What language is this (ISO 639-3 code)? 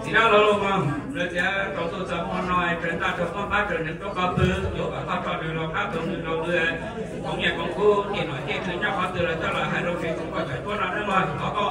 hmn